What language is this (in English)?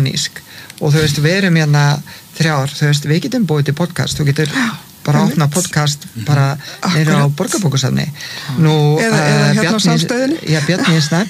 Icelandic